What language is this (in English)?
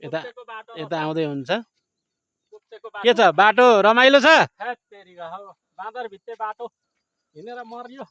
Nepali